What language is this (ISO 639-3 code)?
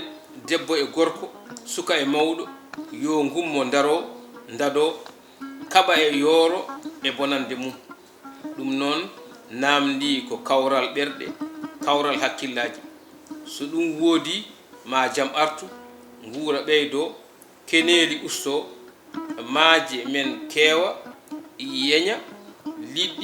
ful